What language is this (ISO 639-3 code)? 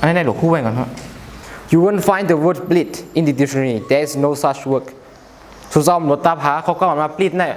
shn